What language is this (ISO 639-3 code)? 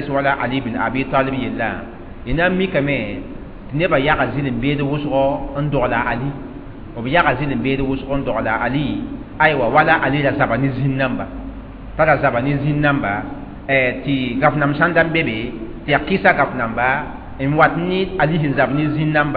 mos